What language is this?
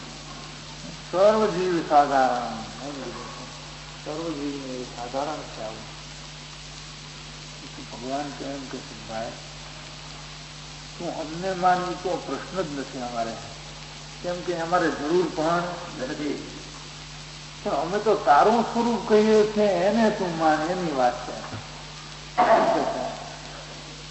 Gujarati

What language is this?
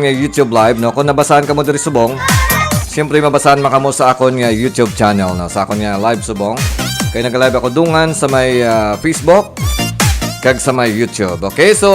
Hiligaynon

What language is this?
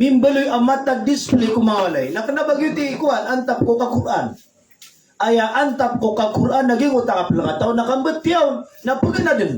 Maranao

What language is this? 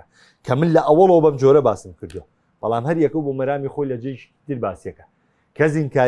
Central Kurdish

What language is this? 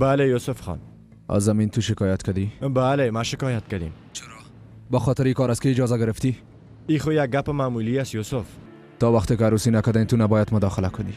Persian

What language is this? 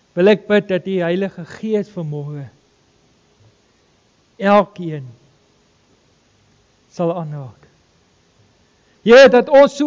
Afrikaans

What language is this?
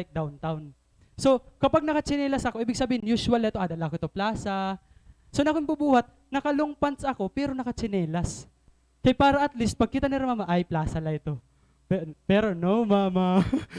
Waray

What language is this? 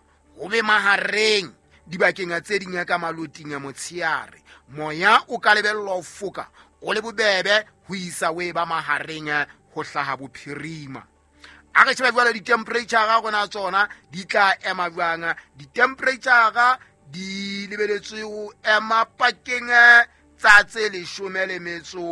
Southern Sotho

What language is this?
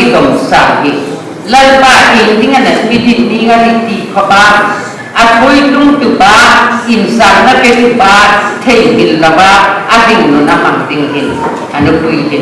Hmar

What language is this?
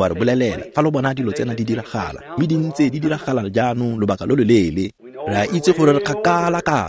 Tswana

